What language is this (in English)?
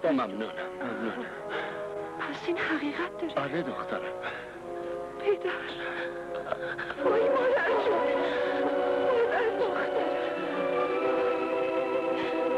Persian